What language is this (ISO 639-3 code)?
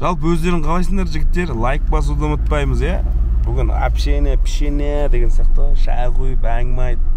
kaz